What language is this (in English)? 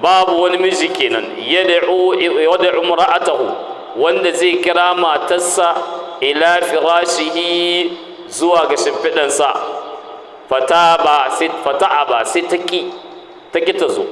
Hausa